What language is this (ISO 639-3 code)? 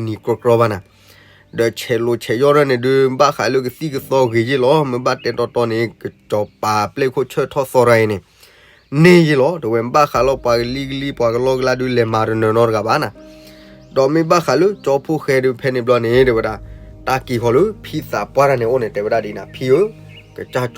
ksw